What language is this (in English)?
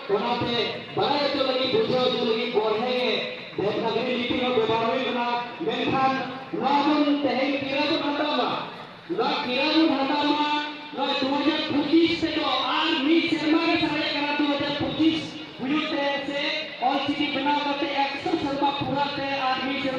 Santali